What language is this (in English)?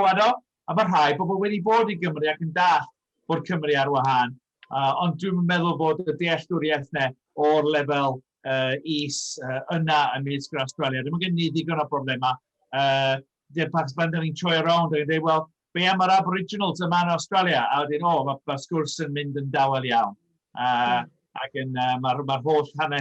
Welsh